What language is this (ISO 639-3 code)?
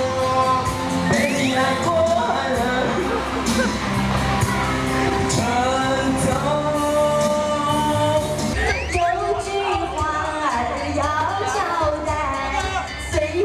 zho